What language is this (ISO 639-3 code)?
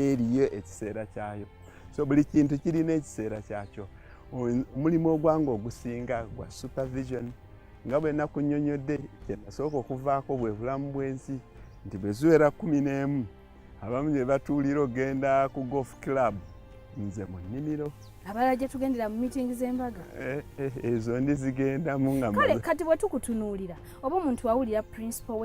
lug